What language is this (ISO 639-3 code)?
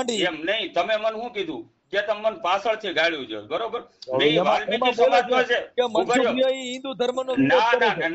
guj